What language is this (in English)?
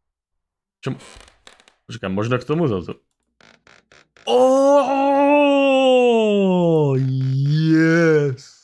Slovak